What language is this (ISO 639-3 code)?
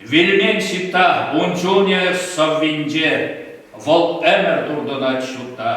chv